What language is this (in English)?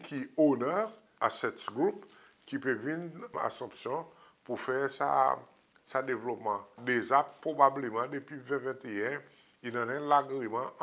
Seselwa Creole French